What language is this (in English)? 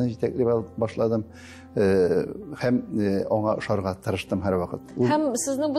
Tatar